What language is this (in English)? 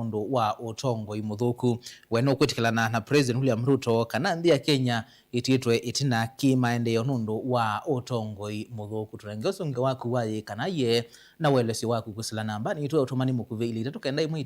Kamba